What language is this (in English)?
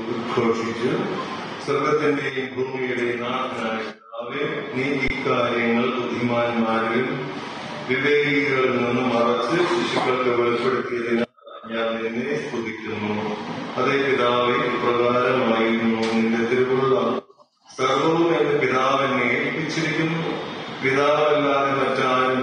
Malayalam